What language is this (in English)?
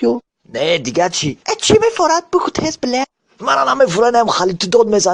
Tajik